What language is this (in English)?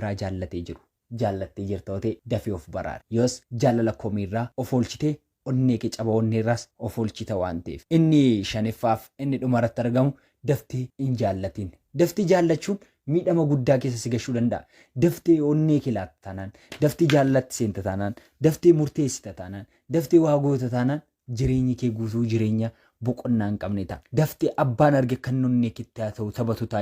Oromo